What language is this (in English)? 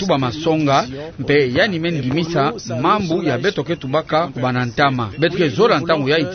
Kituba (Democratic Republic of Congo)